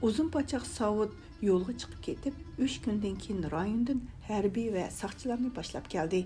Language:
Uyghur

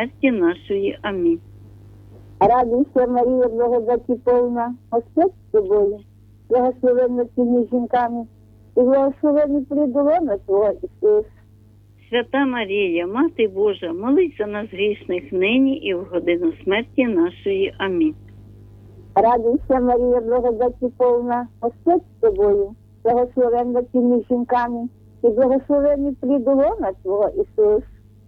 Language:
Ukrainian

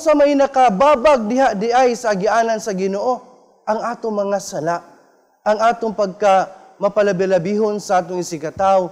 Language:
Cebuano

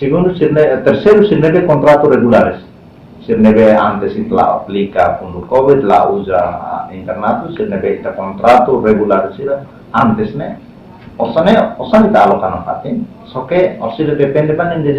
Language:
Tetum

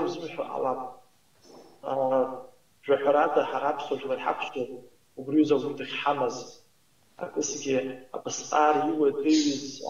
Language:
Abkhazian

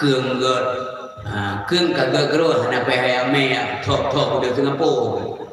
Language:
Achinese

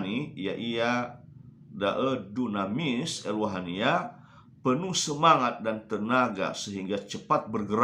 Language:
Nias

